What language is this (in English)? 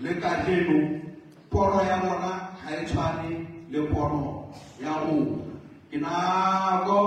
Southern Sotho